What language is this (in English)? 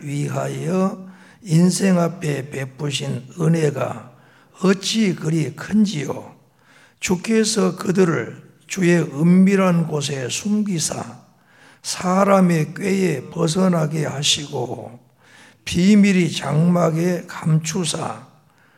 Korean